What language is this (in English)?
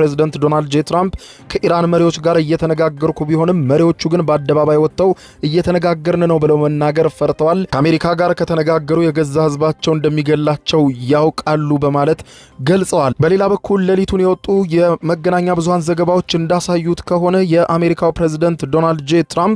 Amharic